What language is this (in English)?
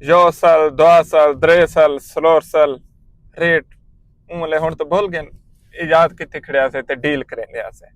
Saraiki